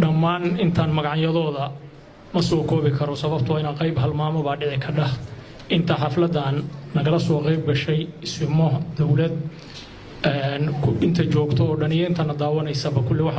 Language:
Somali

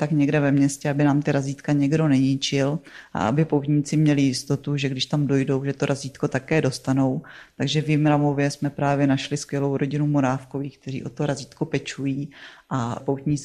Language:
Czech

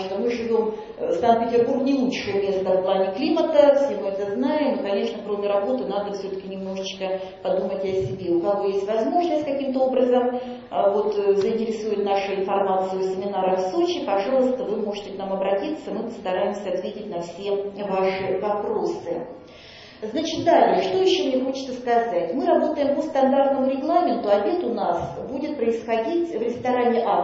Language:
Russian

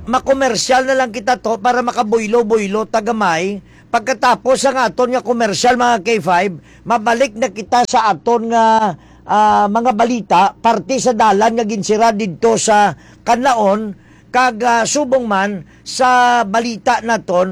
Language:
Hiligaynon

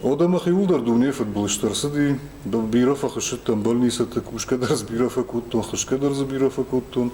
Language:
Ossetic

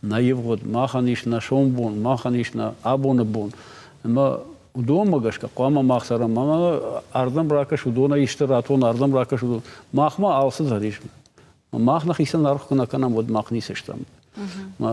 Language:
Ossetic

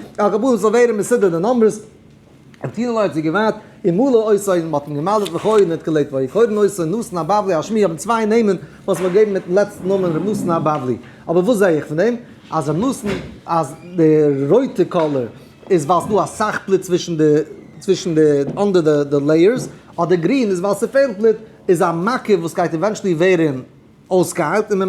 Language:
Yiddish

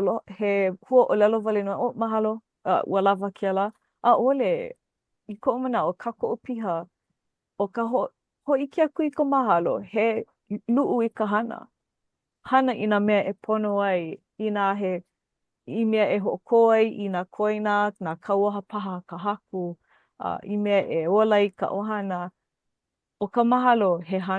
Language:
Hawaiian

